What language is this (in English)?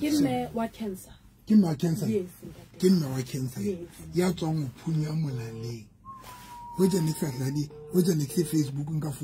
Southern Sotho